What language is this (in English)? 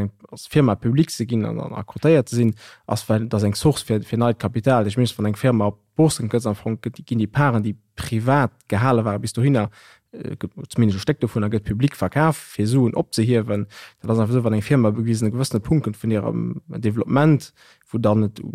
Luxembourgish